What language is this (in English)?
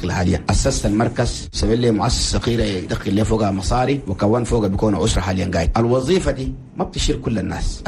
Chadian Arabic